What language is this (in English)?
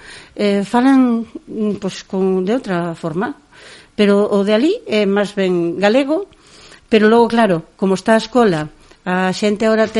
Galician